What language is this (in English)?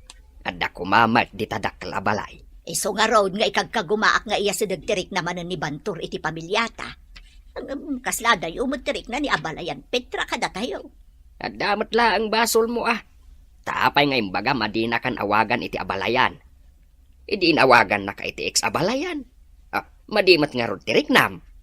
Iloko